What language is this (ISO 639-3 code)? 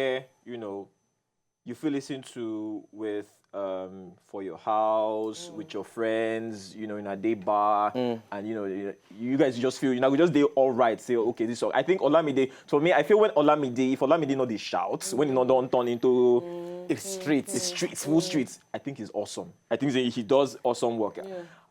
pcm